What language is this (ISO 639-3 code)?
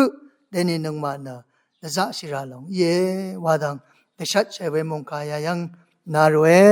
raw